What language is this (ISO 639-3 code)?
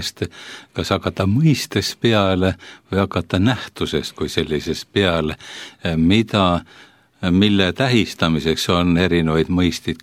est